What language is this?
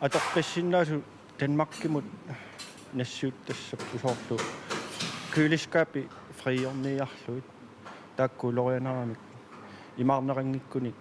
Kalaallisut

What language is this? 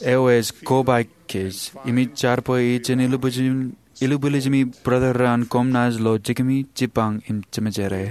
Marshallese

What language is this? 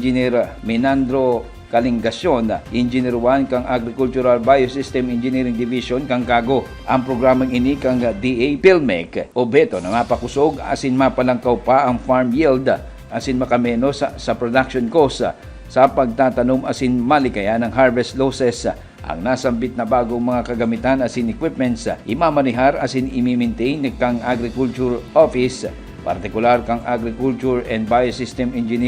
Bikol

